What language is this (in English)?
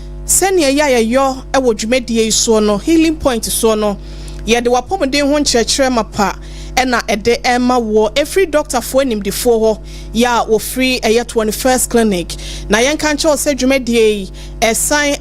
Akan